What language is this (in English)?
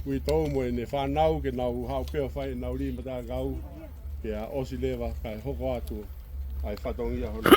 Tongan